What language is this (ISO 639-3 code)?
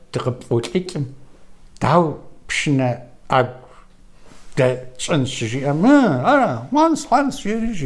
kbd